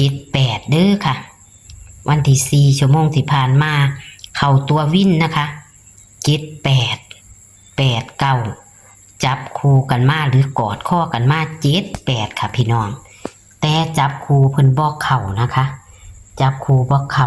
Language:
Northeastern Thai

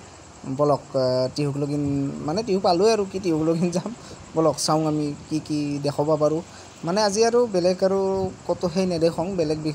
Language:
Assamese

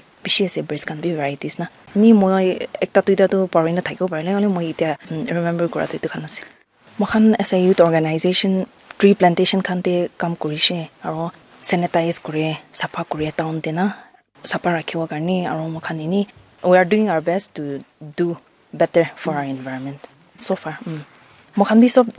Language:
Naga Pidgin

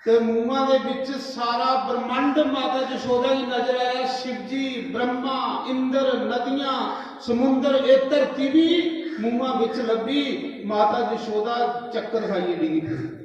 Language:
Dogri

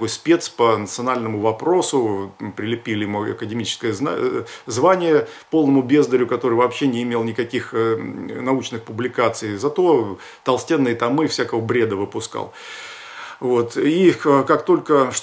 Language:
Russian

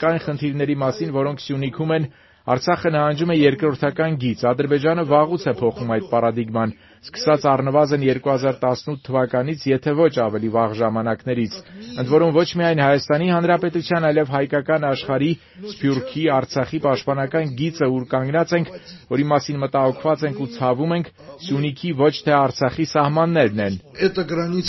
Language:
Armenian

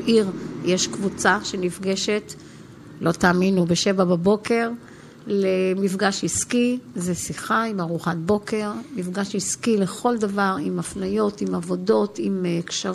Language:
Hebrew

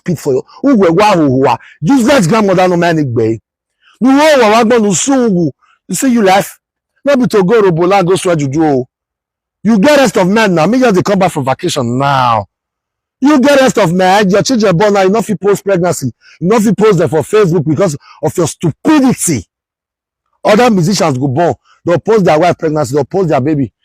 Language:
Nigerian Pidgin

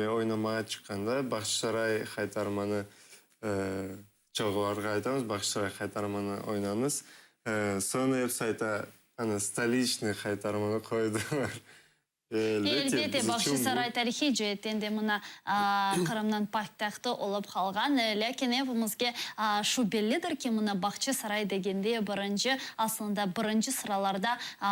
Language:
Crimean Tatar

